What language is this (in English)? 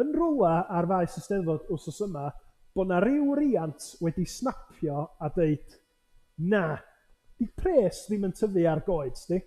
Welsh